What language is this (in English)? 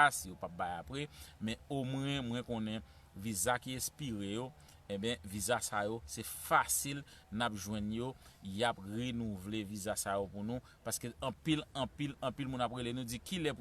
Haitian Creole